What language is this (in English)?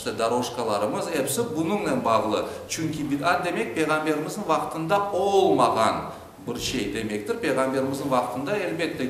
Crimean Tatar